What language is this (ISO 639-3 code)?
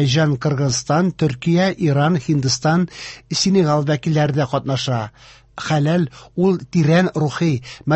tat